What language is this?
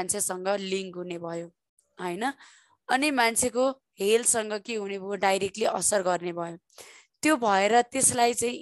Nepali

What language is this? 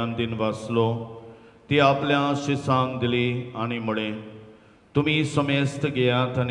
Konkani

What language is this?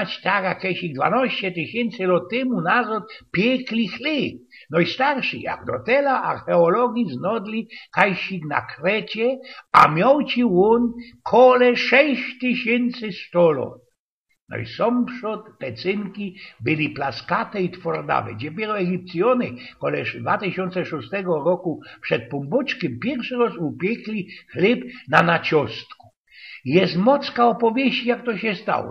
Silesian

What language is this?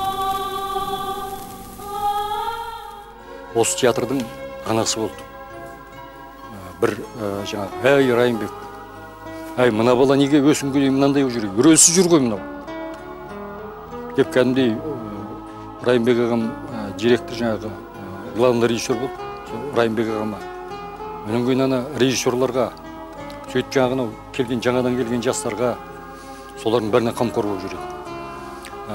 Kazakh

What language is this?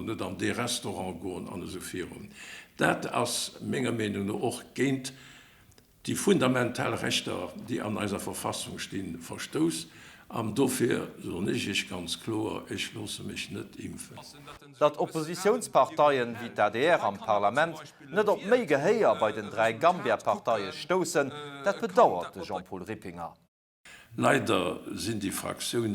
Luxembourgish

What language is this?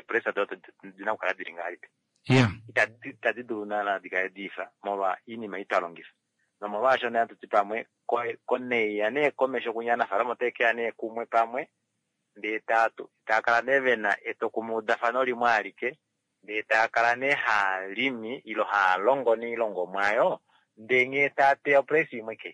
Kuanyama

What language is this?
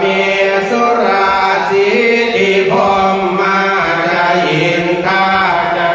Pali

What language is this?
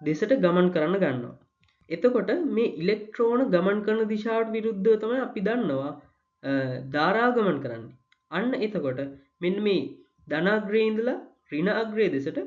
Sinhala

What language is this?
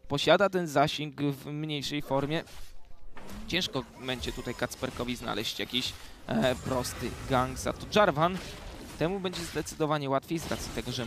Polish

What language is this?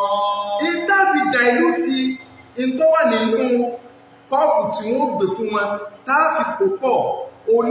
Yoruba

